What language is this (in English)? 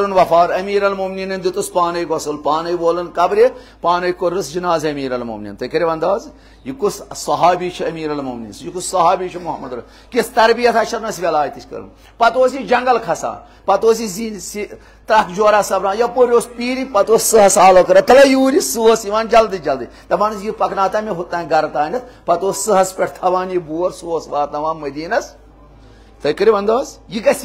Kashmiri